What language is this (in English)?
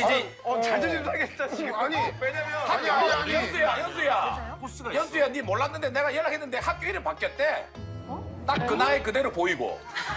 Korean